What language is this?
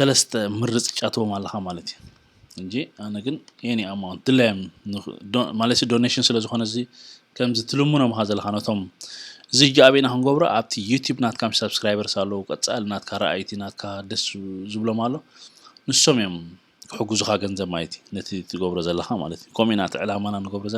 Tigrinya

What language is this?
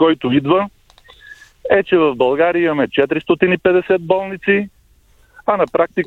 Bulgarian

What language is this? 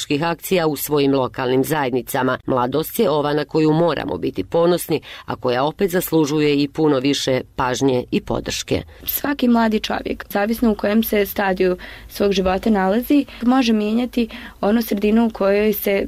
Bosnian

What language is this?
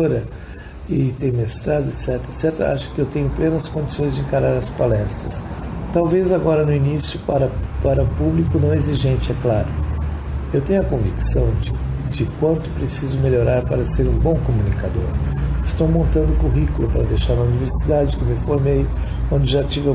Portuguese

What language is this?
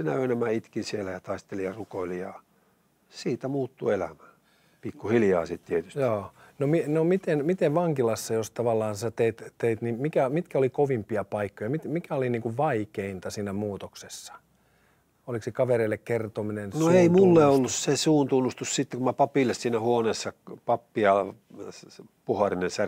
Finnish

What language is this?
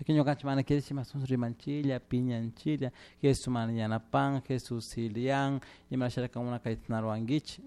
Chimborazo Highland Quichua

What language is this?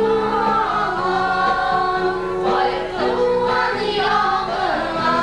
Bashkir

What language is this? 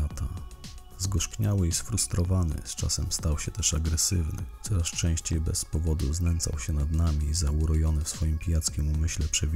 Polish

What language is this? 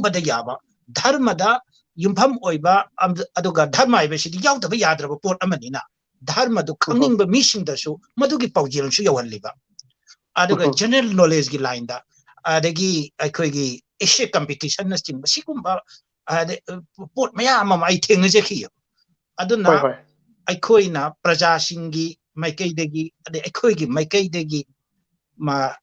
Manipuri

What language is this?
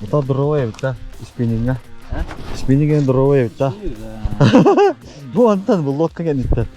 Yakut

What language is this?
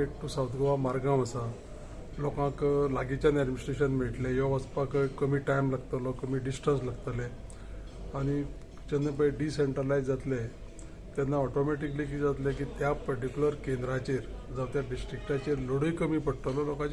Konkani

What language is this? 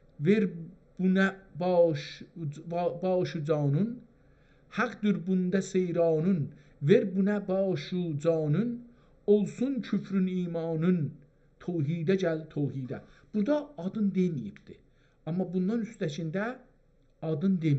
South Azerbaijani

